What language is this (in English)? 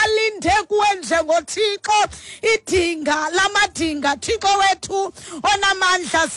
Xhosa